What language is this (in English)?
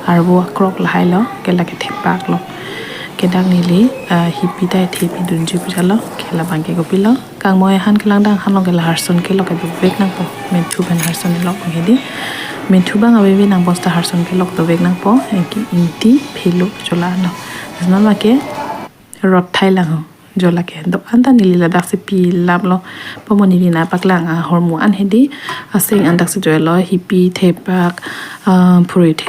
Karbi